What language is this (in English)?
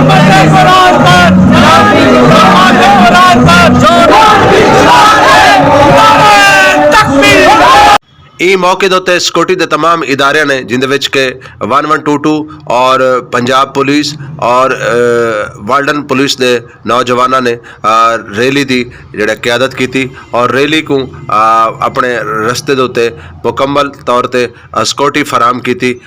Saraiki